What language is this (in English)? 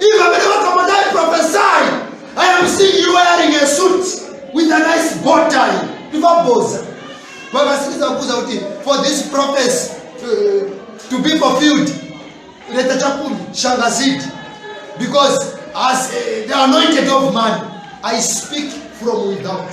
Nyanja